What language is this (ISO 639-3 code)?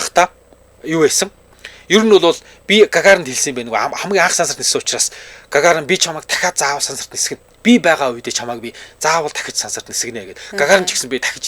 mon